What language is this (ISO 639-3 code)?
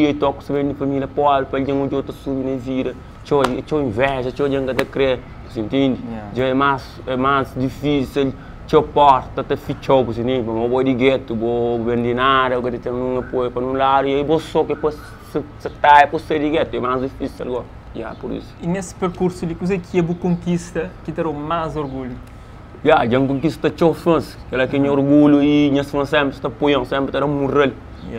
kea